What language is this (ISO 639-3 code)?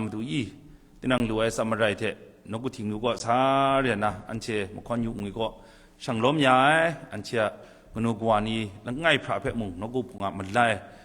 kac